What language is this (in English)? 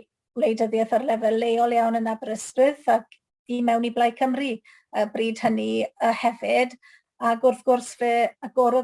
Welsh